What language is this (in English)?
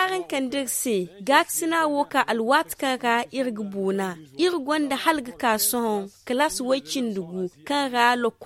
Zarma